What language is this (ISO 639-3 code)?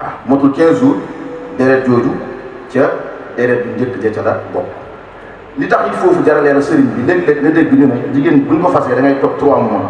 wol